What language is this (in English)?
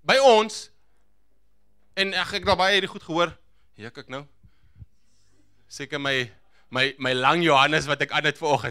Afrikaans